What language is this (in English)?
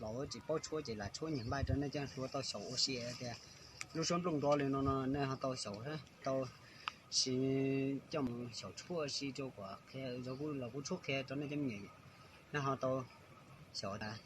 Hmong